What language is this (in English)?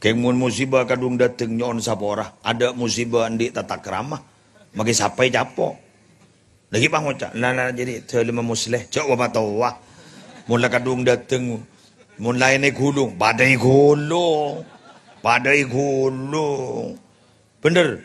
Madurese